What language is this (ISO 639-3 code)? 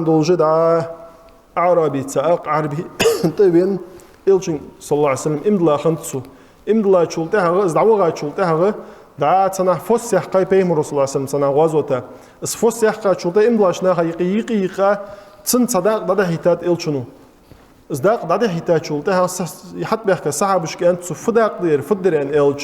inh